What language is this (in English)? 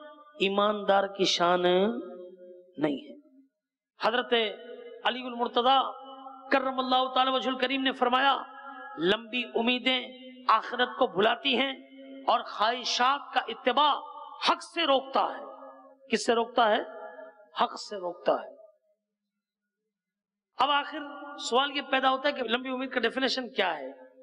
Urdu